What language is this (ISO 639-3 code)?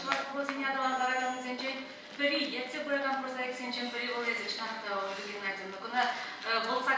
chv